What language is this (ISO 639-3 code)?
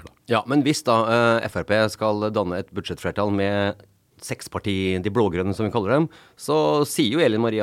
nor